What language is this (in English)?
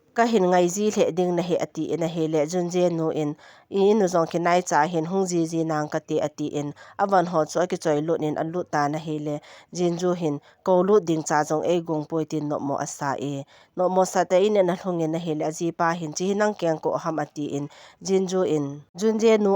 Thado Chin